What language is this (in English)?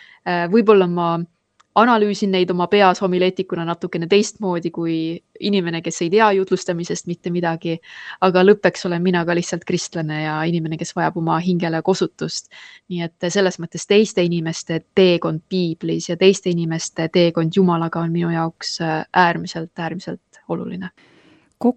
Estonian